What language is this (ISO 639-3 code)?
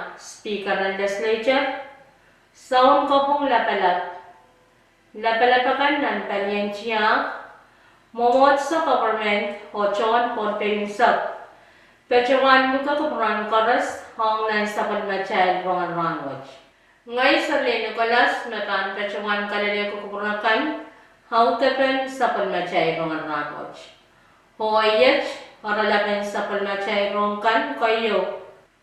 pon